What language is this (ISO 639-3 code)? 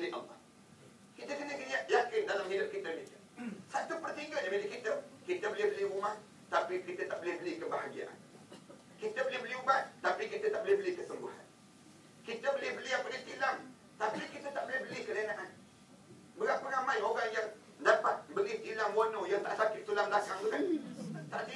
msa